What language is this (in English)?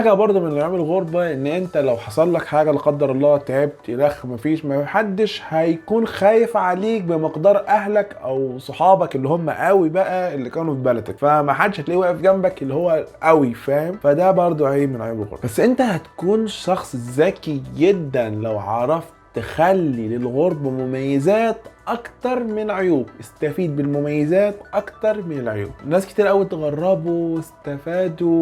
Egyptian Arabic